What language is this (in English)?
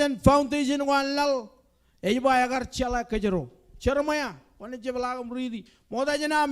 Marshallese